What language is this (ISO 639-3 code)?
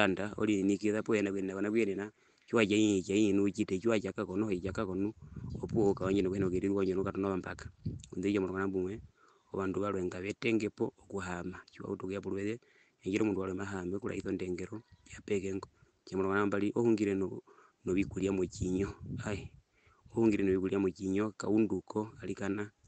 her